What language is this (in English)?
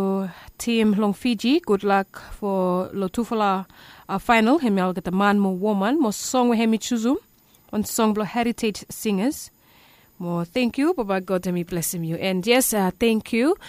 Bislama